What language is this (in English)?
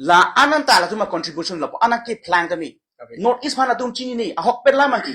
Karbi